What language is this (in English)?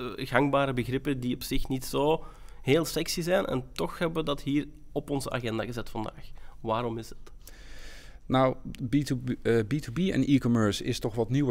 Dutch